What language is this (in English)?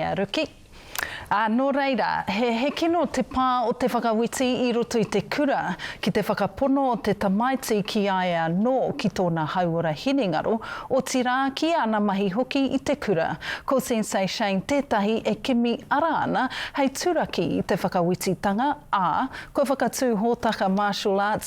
Māori